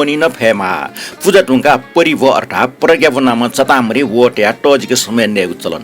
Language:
Newari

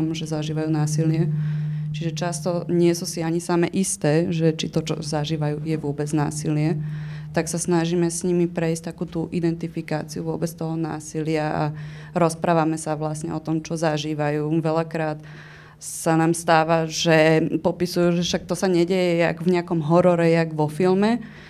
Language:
Slovak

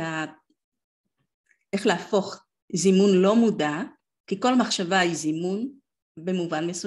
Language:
Hebrew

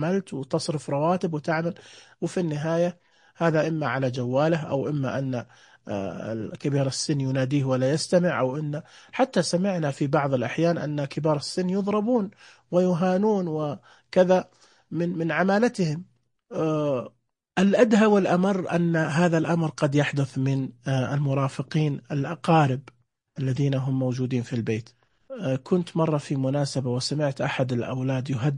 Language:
Najdi Arabic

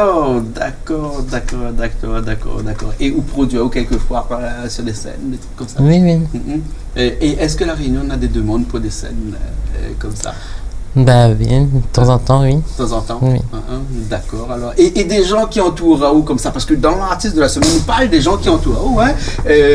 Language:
Réunion Creole French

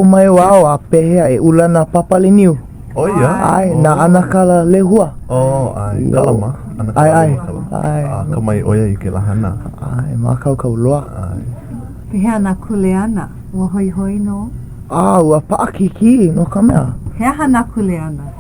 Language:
Hawaiian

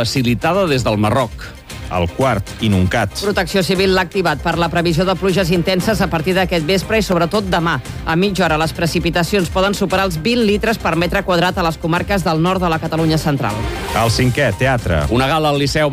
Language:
Catalan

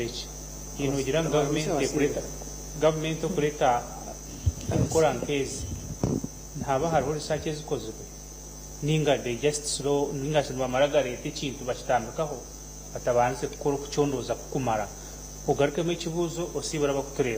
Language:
Nyankole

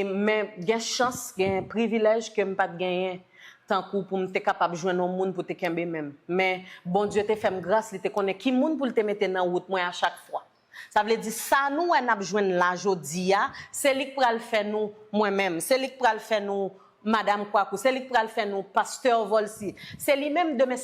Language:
Haitian Creole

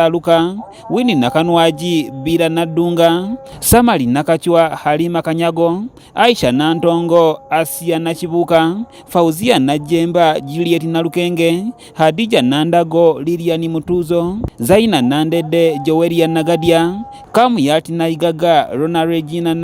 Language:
Ganda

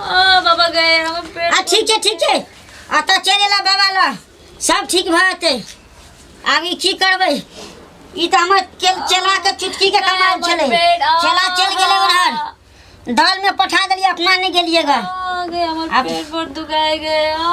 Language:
Maithili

